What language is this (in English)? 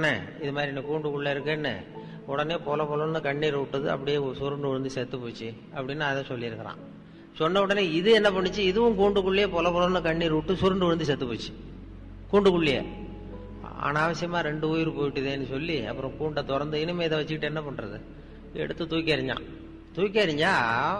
Tamil